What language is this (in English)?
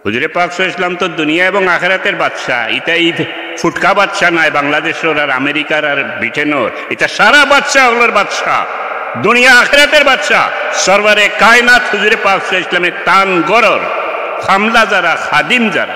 Sylheti